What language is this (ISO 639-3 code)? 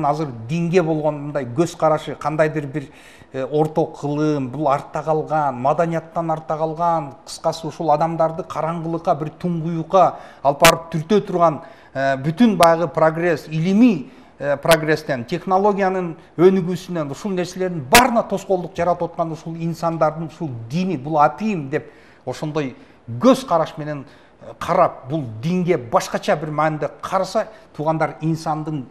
kir